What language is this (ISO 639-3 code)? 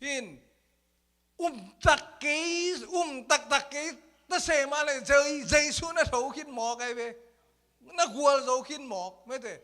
ctd